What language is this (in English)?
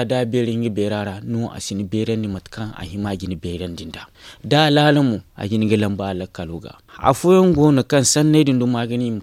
Zarma